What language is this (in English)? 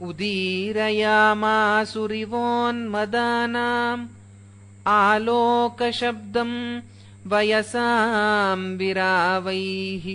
Sanskrit